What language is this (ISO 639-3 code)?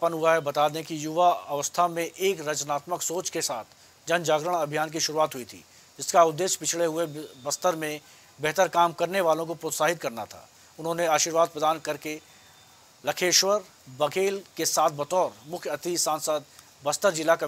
hin